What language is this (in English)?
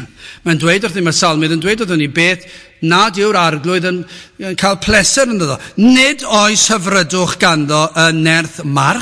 Welsh